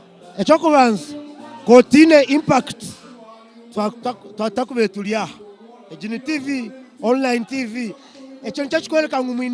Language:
Nyankole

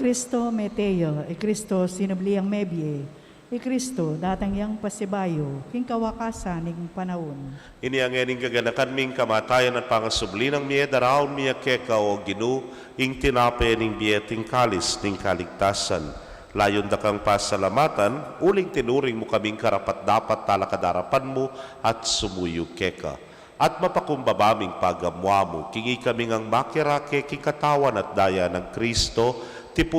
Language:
Pampanga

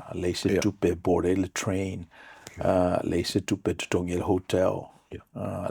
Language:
Samoan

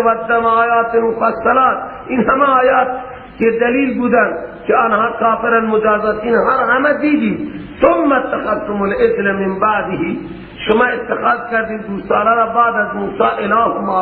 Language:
Persian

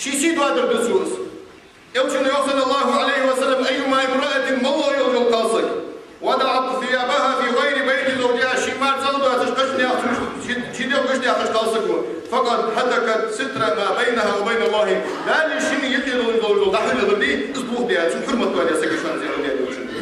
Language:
Ingush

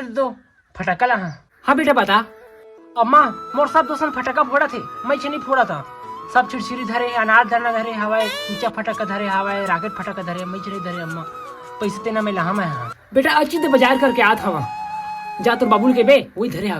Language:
Chhattisgarhi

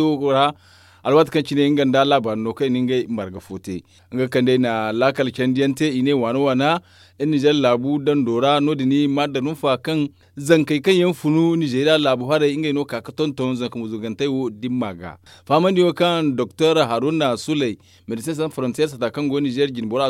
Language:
Zarma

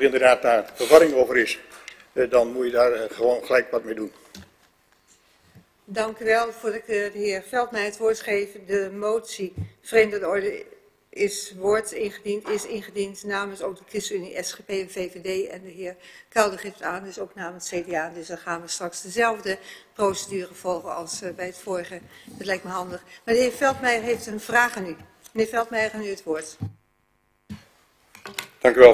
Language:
Dutch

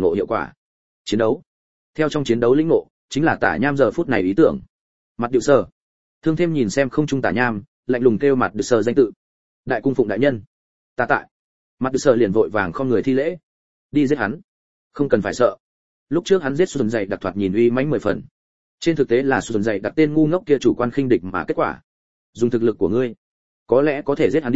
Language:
Vietnamese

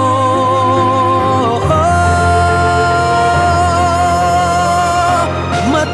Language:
Filipino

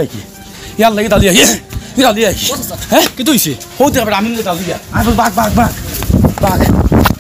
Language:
Sylheti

